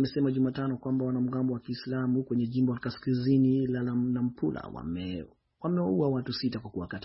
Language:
Swahili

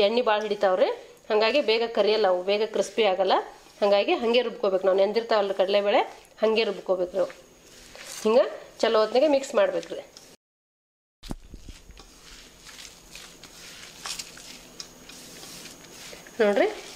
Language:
Kannada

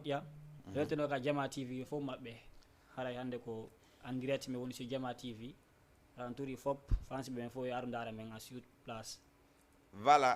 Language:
Fula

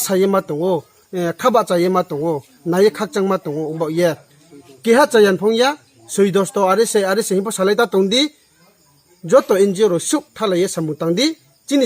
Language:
Riang (India)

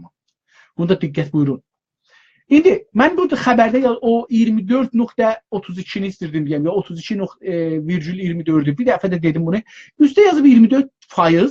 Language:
South Azerbaijani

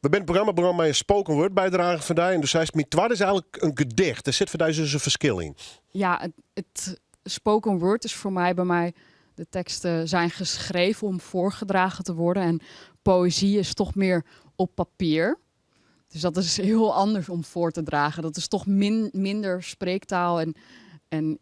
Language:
Western Frisian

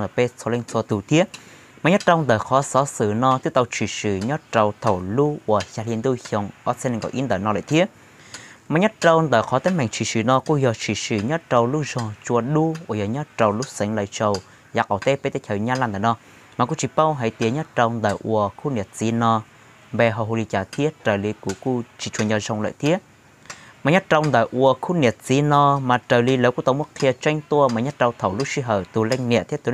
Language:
Hmong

